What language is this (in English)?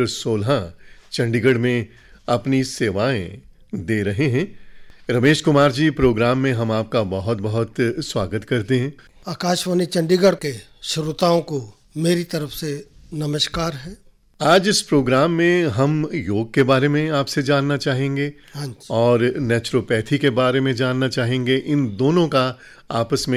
Hindi